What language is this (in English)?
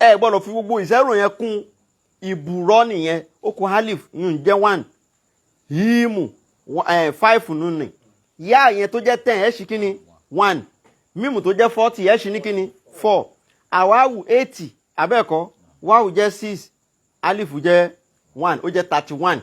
Yoruba